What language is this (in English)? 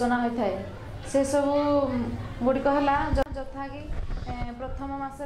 Odia